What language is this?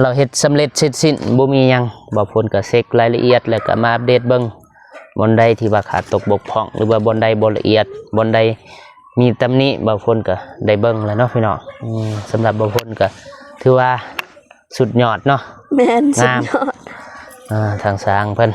Lao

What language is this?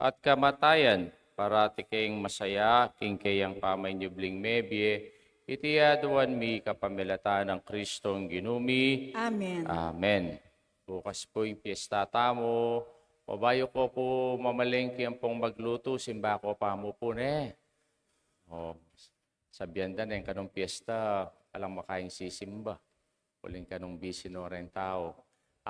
Pampanga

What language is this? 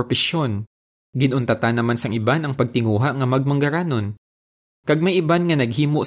Hiligaynon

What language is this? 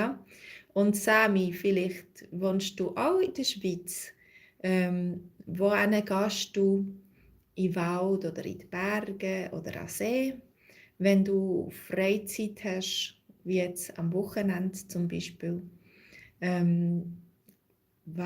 Swiss German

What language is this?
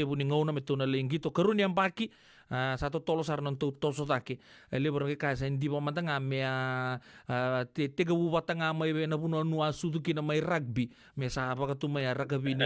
Fijian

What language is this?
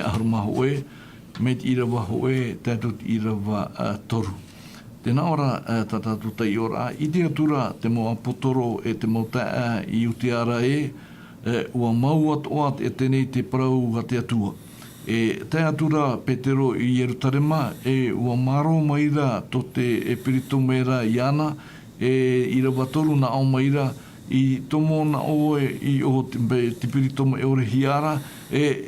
Tahitian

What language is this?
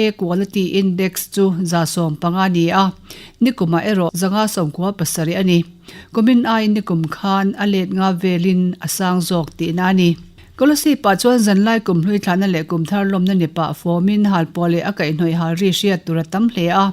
Mizo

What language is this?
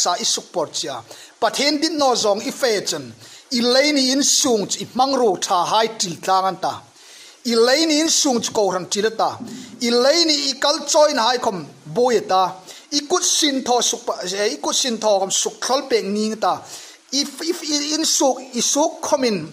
Hmar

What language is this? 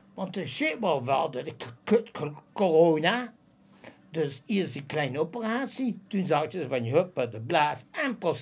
Limburgish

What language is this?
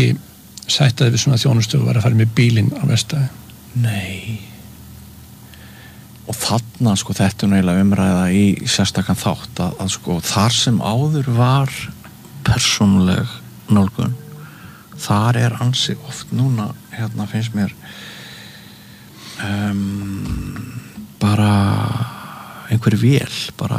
Icelandic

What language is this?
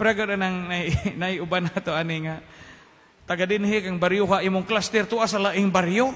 Cebuano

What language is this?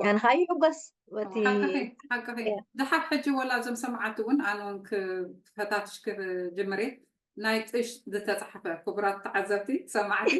Tigrinya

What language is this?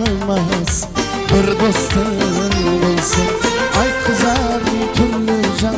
Kara-Kalpak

